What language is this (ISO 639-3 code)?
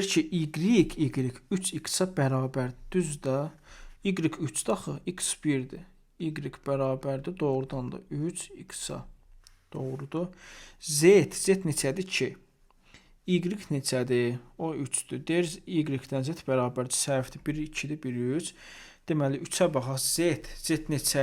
aze